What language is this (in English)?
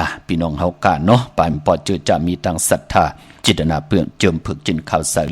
Shan